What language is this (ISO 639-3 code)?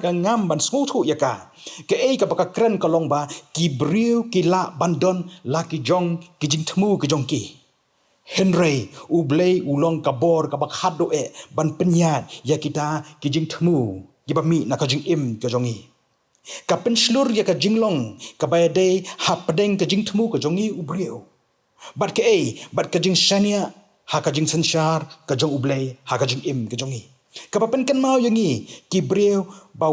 kha